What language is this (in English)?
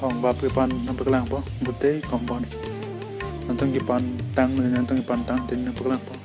Karbi